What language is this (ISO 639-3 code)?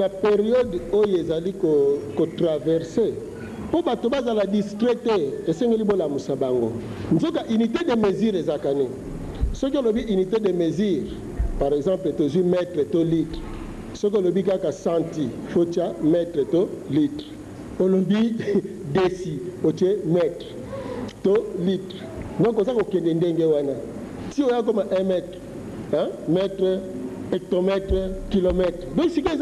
lin